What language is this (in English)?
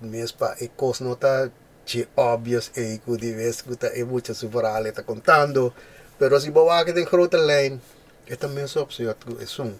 Papiamento